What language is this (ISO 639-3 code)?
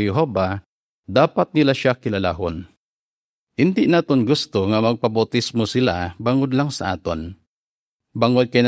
hil